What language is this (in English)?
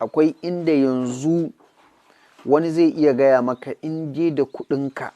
Hausa